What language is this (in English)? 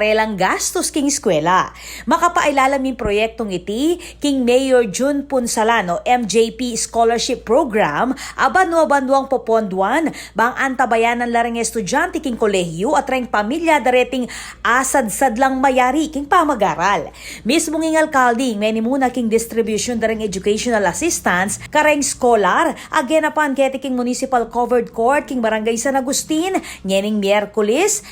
Pampanga